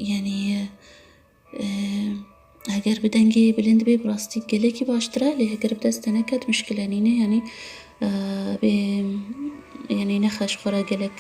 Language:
Kurdish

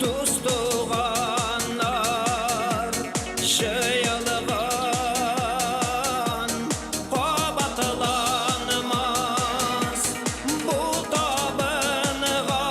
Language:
Tatar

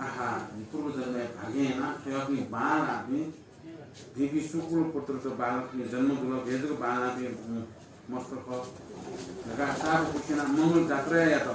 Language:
Newari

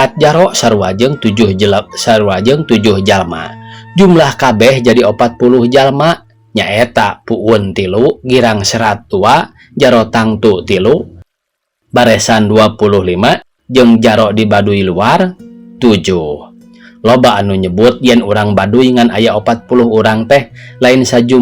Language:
Sundanese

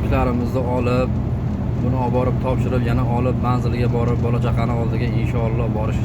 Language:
Uzbek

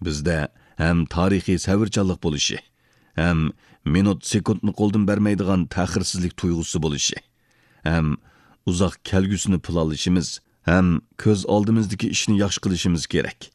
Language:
Uyghur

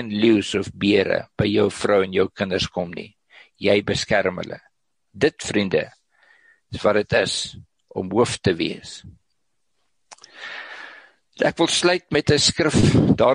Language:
Afrikaans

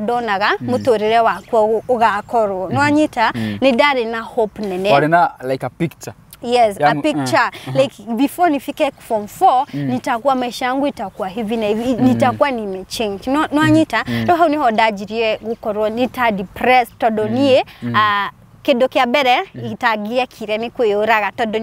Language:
Kikuyu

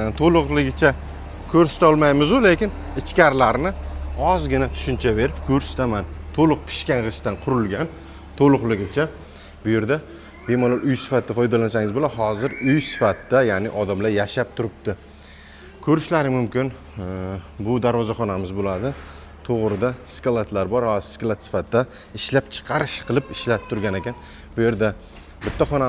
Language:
Uzbek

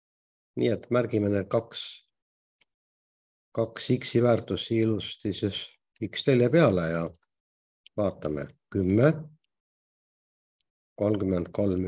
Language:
Estonian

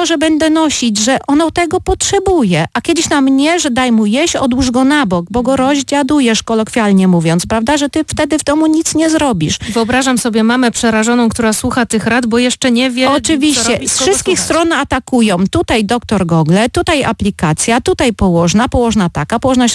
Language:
Polish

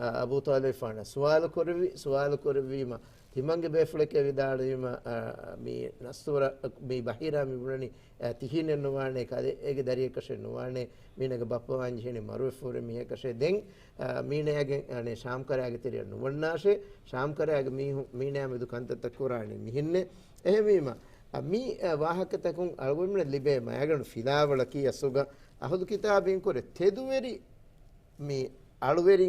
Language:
Divehi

